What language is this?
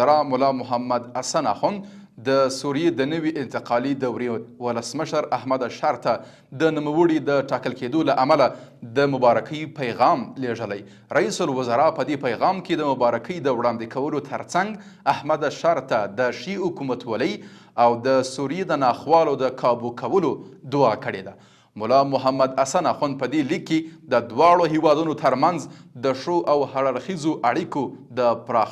Pashto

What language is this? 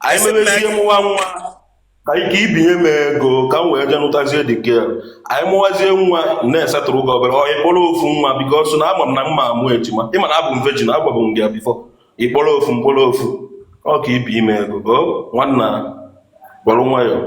Igbo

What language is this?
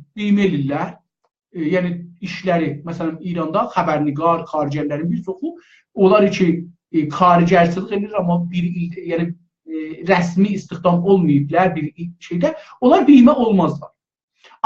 South Azerbaijani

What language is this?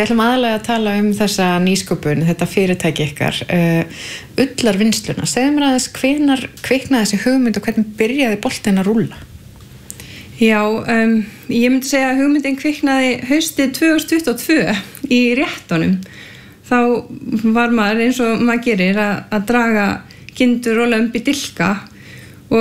Icelandic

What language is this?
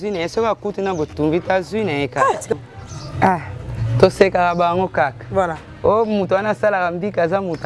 Lingala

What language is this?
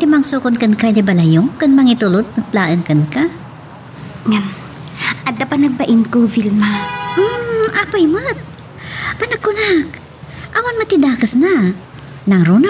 Iloko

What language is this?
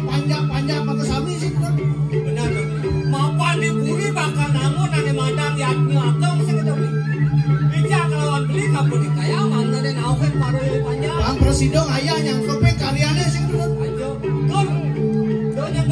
Balinese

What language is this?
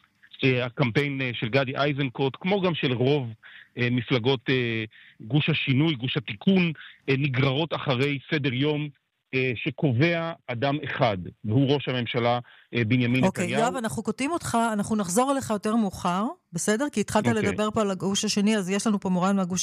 Hebrew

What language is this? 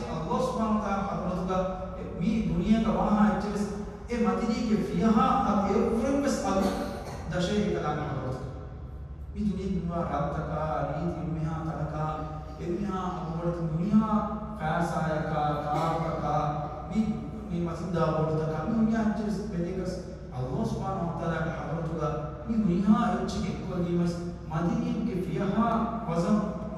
Divehi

